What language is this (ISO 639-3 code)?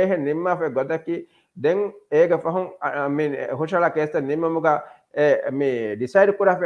div